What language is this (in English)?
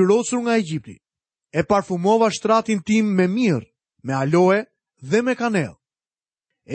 Albanian